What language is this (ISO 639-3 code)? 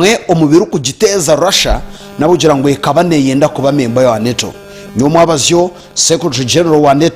nyn